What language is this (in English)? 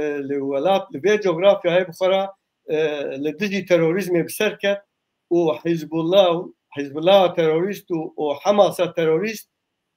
Kurdish